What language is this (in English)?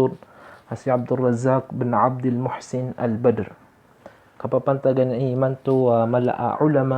Maranao